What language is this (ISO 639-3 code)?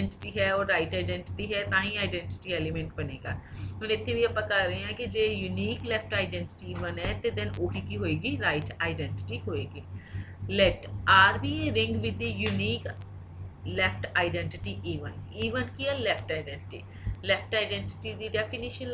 pan